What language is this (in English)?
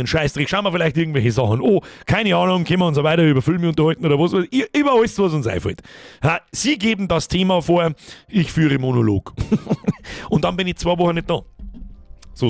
Bavarian